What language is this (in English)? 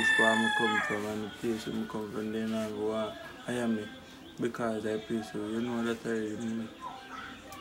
Jamaican Creole English